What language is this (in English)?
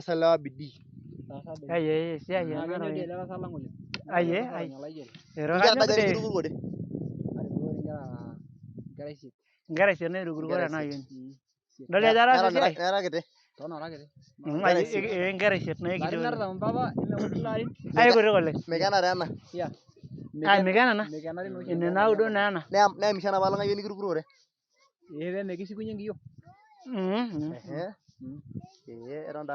Masai